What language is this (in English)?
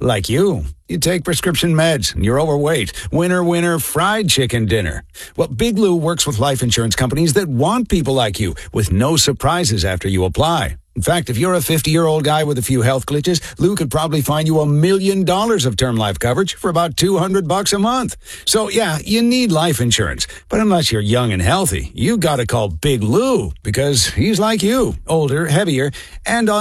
English